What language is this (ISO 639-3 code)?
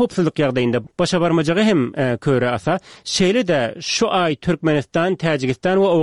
tuk